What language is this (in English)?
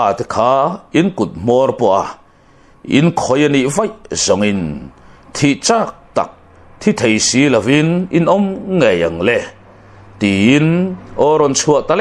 Mizo